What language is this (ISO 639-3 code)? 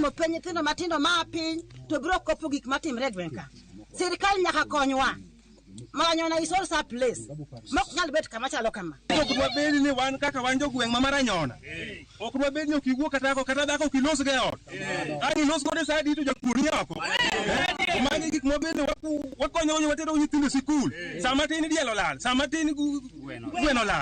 luo